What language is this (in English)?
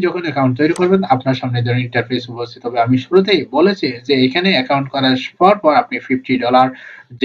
Bangla